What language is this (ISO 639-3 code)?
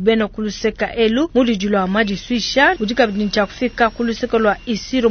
lua